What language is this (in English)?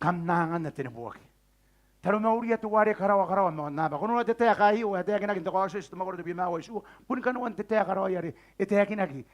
Gilbertese